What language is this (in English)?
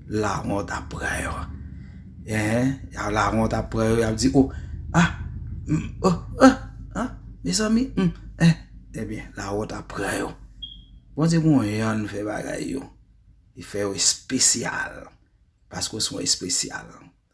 Haitian Creole